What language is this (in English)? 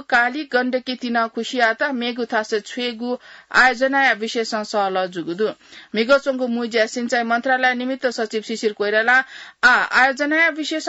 Newari